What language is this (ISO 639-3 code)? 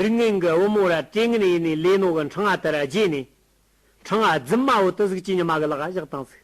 adx